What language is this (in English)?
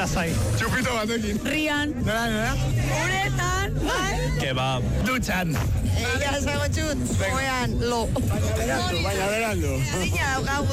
Basque